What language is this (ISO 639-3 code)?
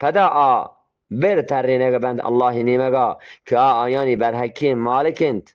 bgp